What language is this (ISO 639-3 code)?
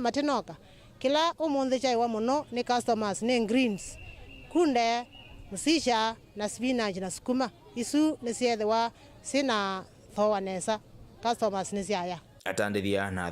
kam